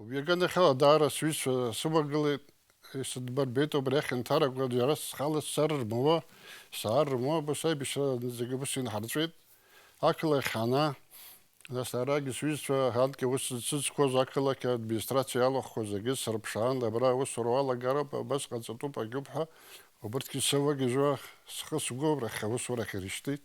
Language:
Abkhazian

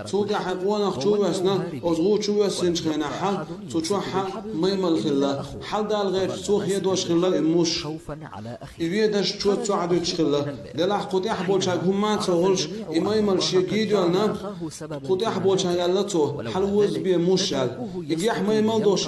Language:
Chechen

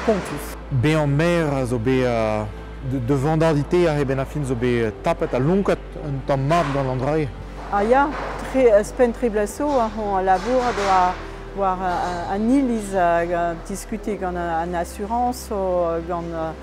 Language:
Breton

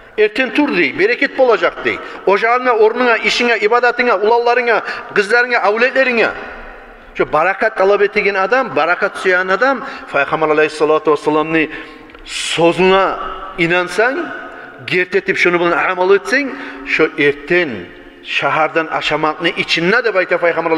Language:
Kumyk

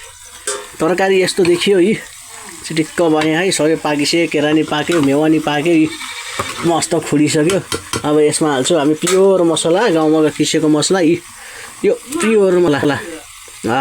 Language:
Nepali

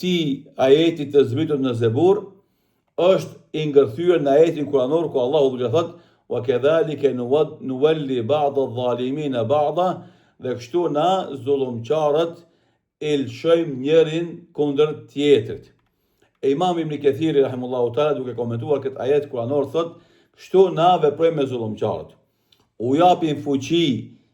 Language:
Albanian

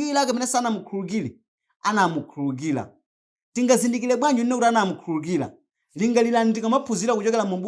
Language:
Nyanja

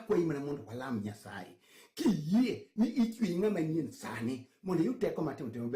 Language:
Luo (Kenya and Tanzania)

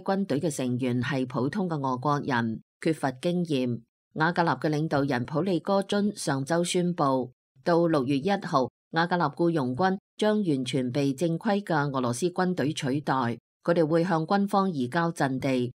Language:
Cantonese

